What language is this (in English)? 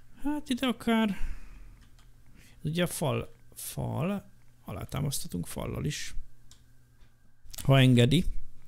Hungarian